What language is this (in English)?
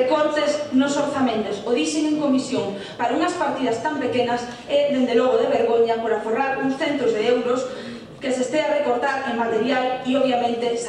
Galician